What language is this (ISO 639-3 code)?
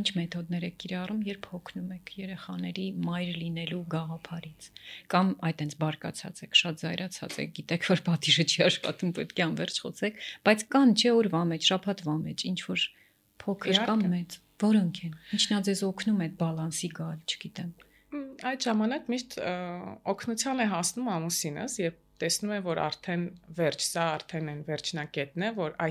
hye